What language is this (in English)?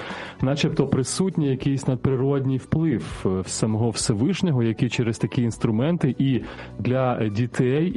Ukrainian